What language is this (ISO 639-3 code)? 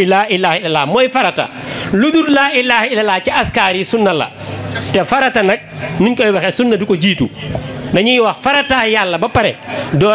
wol